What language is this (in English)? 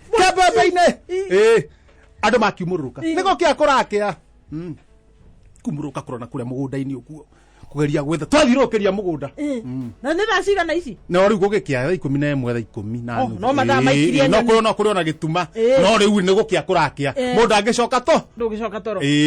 Kikuyu